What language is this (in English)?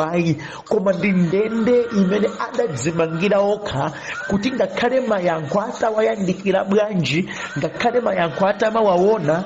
Nyanja